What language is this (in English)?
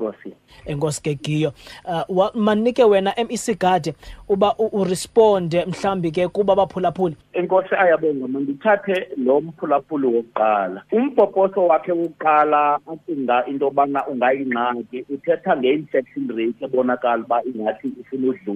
Xhosa